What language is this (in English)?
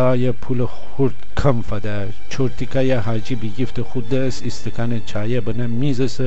Gilaki